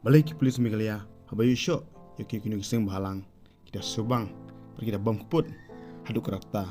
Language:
Khasi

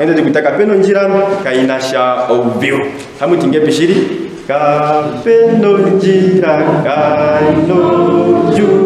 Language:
Ndonga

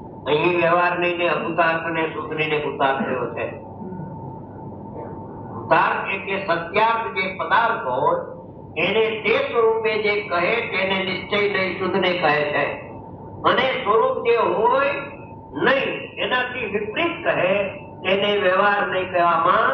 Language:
Gujarati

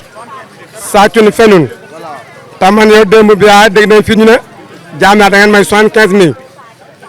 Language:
Wolof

